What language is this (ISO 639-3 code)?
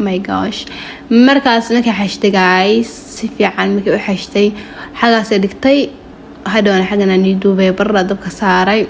som